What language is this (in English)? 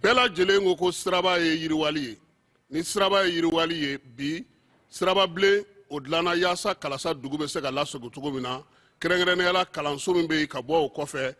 Bambara